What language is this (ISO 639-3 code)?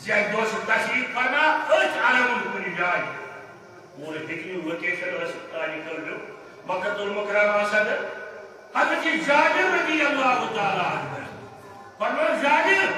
kas